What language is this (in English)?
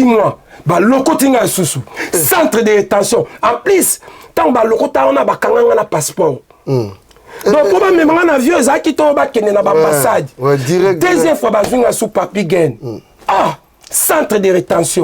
Lingala